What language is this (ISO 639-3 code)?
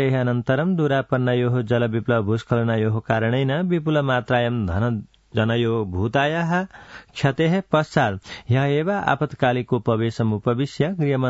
san